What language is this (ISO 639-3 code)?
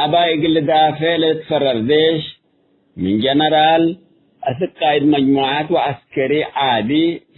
tig